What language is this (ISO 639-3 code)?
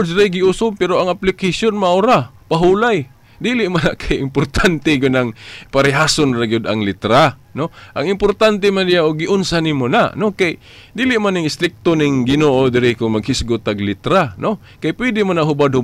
ceb